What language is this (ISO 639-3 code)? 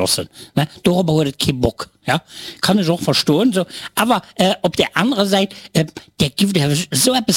ltz